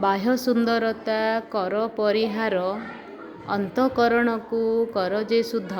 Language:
Odia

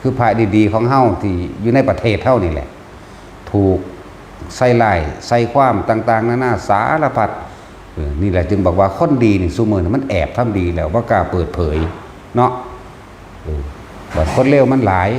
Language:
Northeastern Thai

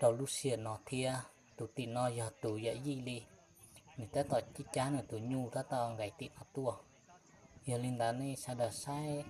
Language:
Hmong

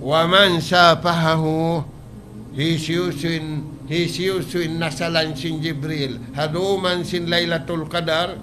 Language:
Tausug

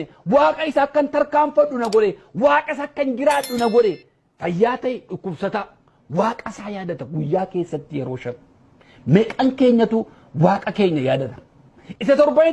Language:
Oromo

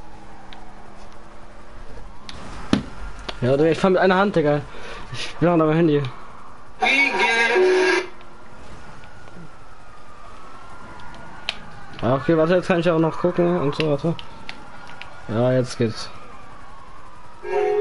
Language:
German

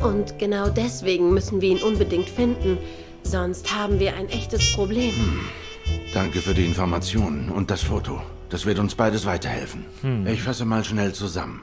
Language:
Swiss German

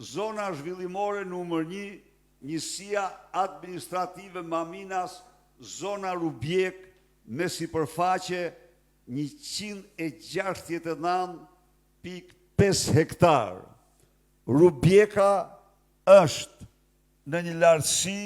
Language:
Albanian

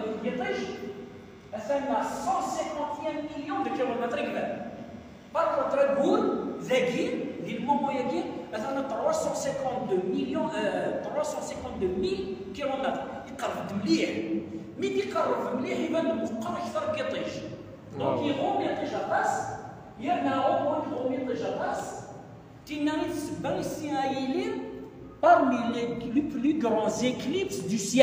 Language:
Kabyle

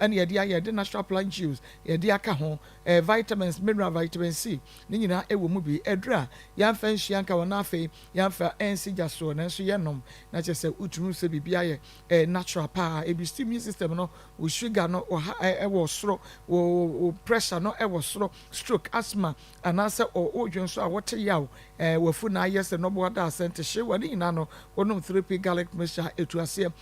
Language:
Akan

